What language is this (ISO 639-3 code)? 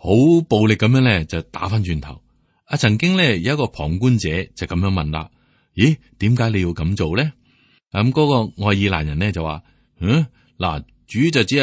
yue